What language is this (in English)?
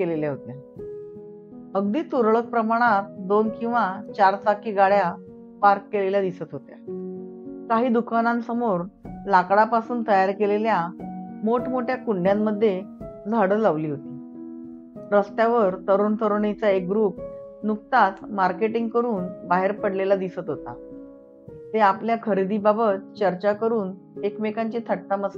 Marathi